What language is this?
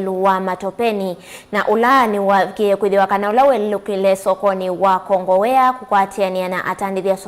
Kamba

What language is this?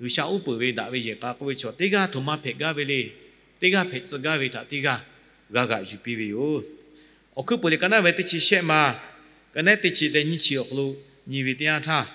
Lahu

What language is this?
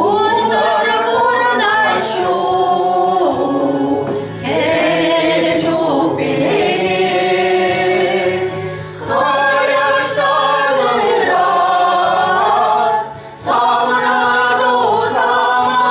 Chuvash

